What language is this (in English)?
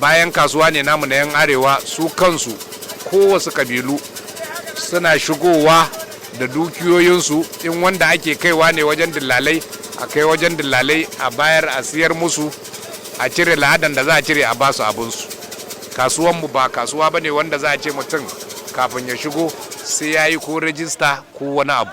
Hausa